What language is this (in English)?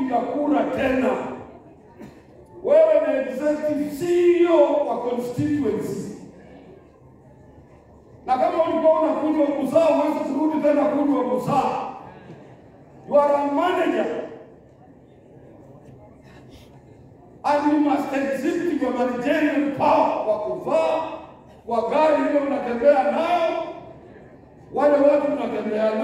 Swahili